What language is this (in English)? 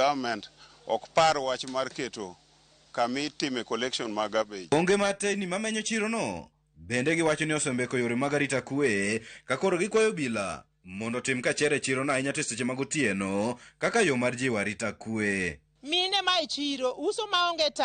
Luo (Kenya and Tanzania)